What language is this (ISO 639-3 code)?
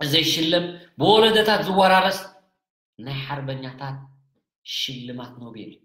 tir